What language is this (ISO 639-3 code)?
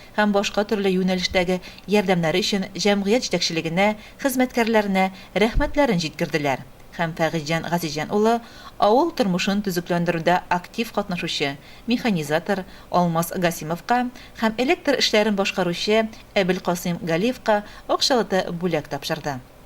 tat